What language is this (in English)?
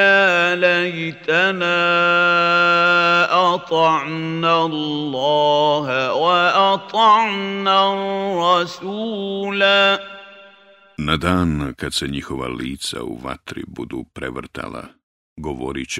Bosnian